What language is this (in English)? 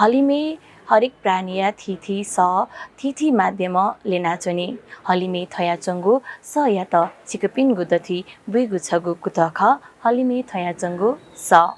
Newari